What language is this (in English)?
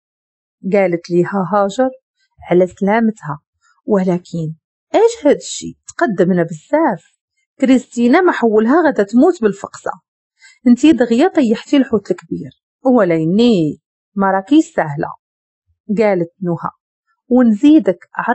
Moroccan Arabic